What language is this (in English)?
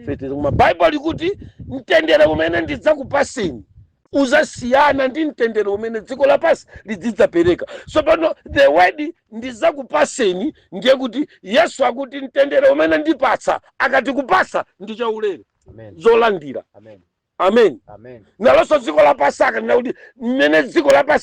Nyanja